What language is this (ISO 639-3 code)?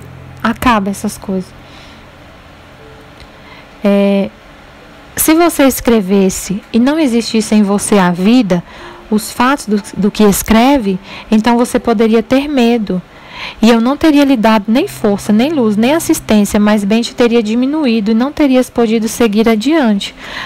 por